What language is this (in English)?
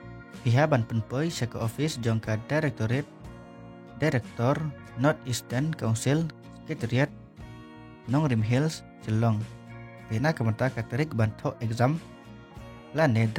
Khasi